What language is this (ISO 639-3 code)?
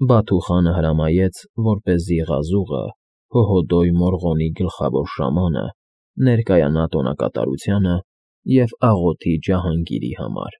hye